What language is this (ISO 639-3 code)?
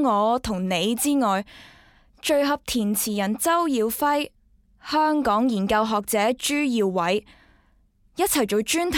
yue